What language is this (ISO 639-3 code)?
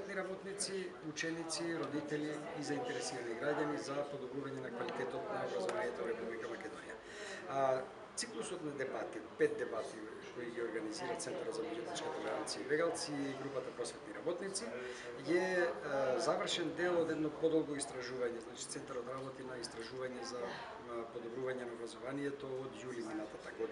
mkd